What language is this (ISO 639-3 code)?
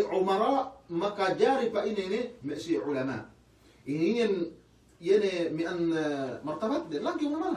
yka